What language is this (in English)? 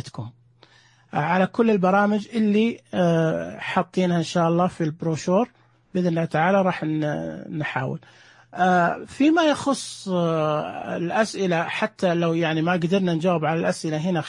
Najdi Arabic